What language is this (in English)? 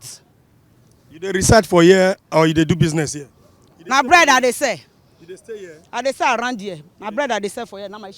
Nigerian Pidgin